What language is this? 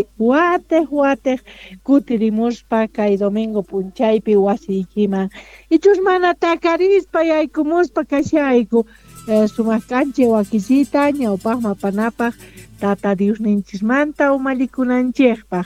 South Bolivian Quechua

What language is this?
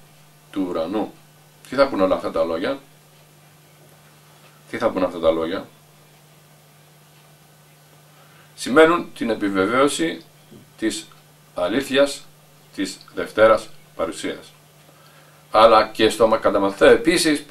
Greek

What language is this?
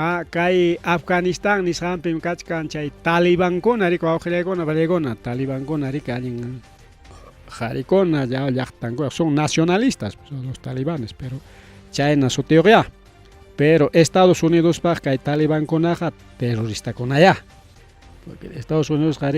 Ayacucho Quechua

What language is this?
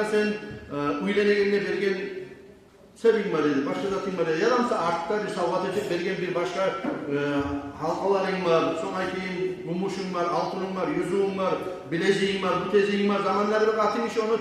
Kumyk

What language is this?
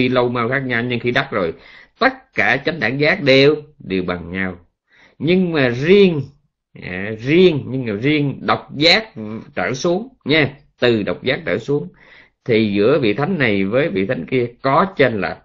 Vietnamese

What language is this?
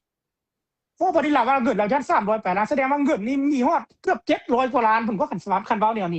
Lao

